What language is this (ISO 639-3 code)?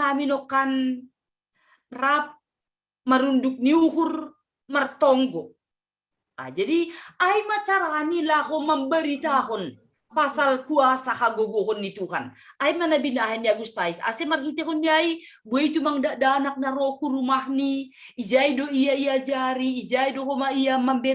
bts